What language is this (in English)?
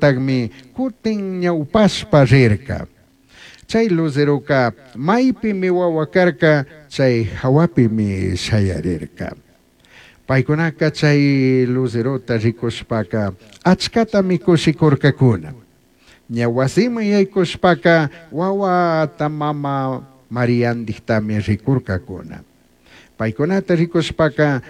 Chimborazo Highland Quichua